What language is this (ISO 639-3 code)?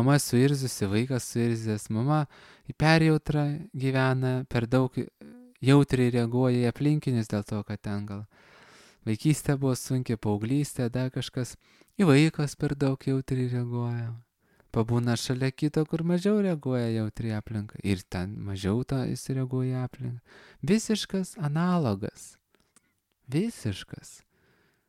lit